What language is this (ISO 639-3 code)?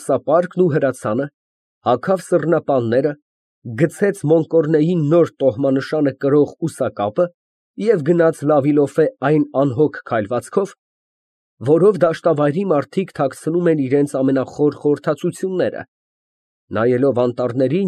hye